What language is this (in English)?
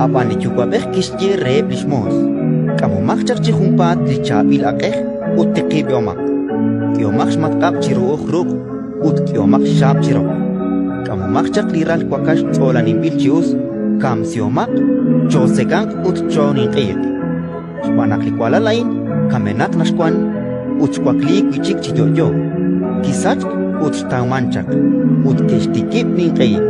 Kekchí